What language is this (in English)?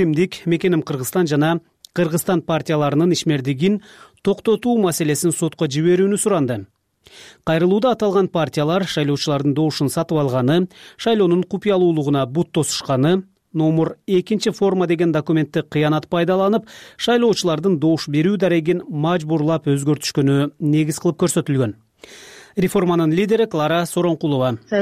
Kyrgyz